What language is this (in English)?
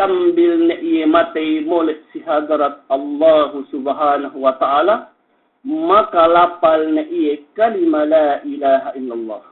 Yakan